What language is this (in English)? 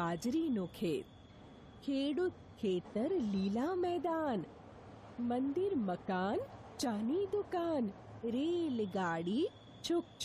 Gujarati